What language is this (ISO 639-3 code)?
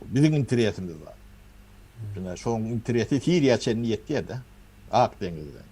tuk